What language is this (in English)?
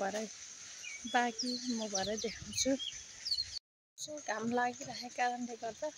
Nepali